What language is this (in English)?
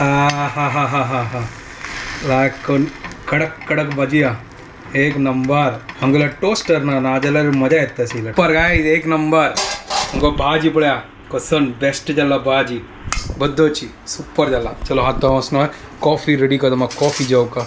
Konkani